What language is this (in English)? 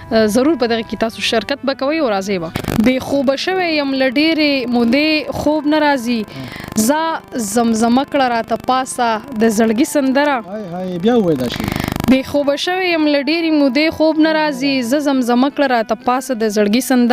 Pashto